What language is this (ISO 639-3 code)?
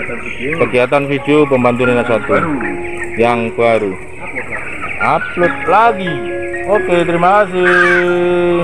ind